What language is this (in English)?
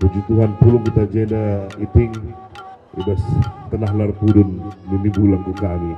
Batak Karo